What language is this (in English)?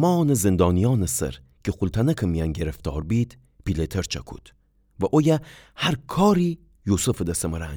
Gilaki